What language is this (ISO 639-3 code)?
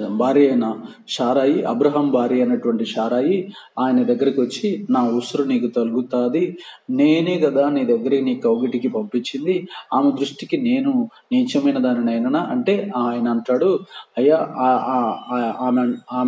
tel